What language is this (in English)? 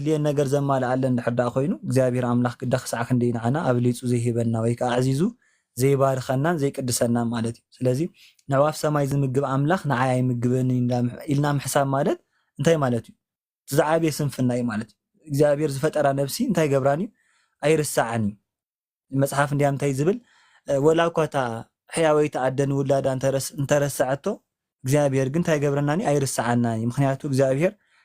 Tigrinya